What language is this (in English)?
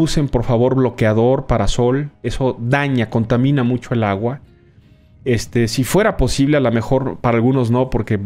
Spanish